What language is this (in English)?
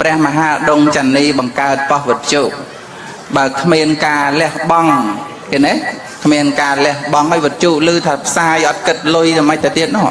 Khmer